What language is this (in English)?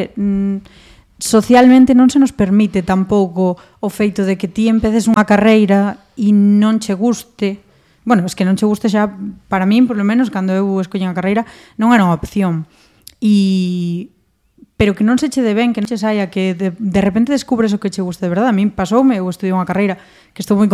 Galician